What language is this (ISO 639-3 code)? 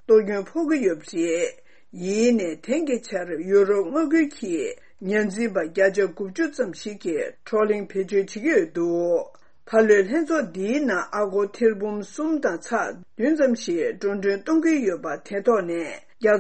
bod